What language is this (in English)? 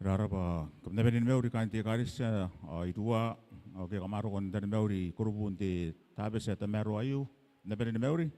Gilbertese